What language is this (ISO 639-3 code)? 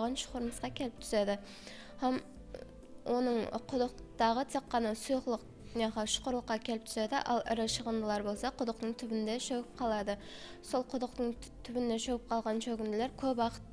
kaa